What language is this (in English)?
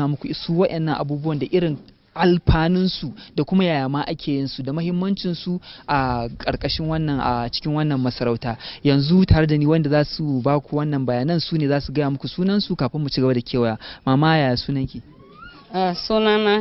Hausa